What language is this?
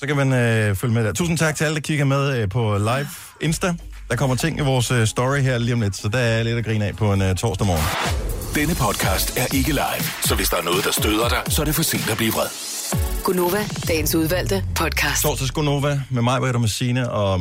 Danish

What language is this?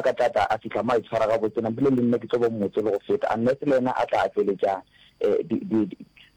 Northern Sotho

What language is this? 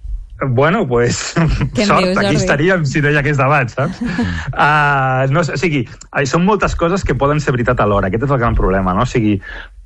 Catalan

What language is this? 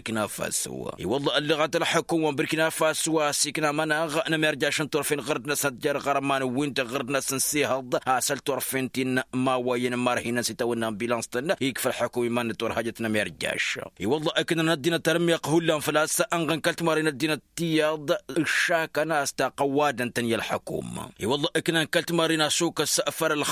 Tamasheq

